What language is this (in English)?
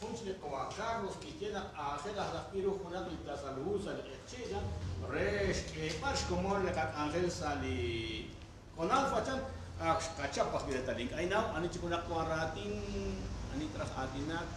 Kekchí